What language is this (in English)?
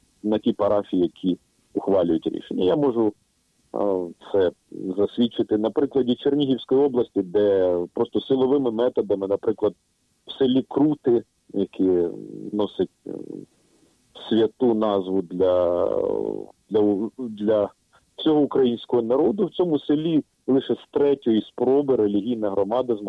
Ukrainian